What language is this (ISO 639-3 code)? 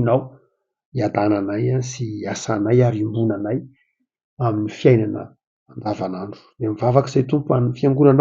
mlg